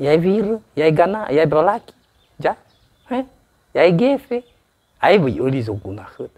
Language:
Nias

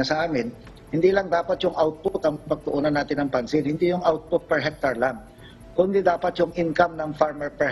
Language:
Filipino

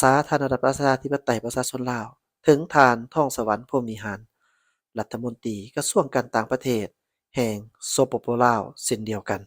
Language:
Lao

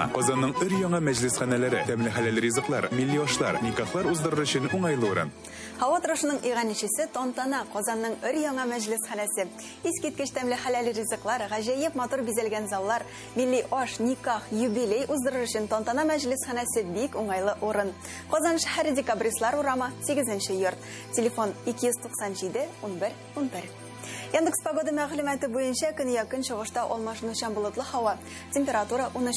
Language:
Tatar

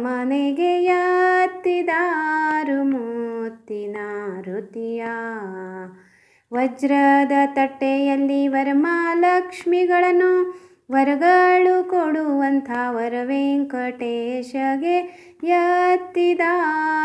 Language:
Kannada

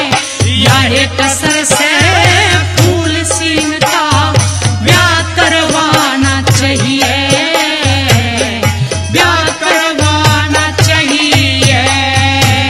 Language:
Haryanvi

